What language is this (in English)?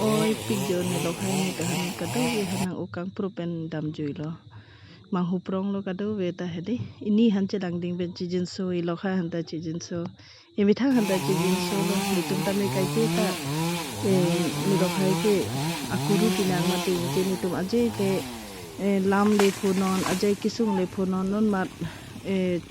Karbi